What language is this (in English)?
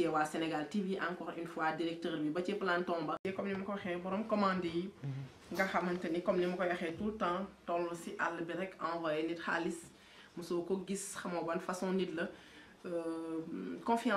Wolof